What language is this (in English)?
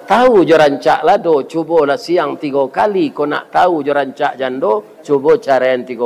Minangkabau